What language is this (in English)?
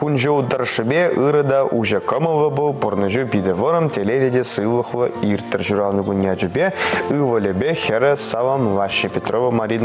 Chuvash